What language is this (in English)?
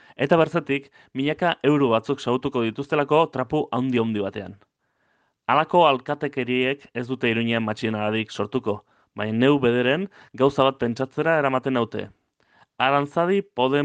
Basque